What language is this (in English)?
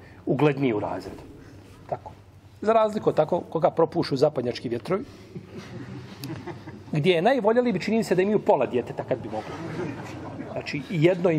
Bosnian